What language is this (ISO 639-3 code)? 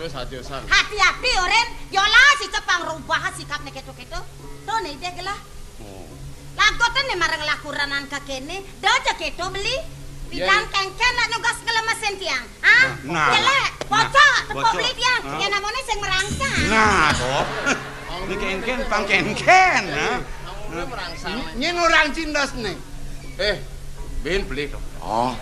ban